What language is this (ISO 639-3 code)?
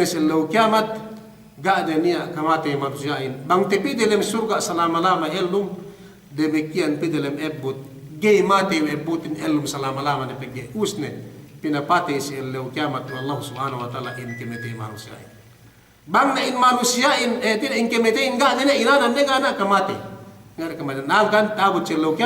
yka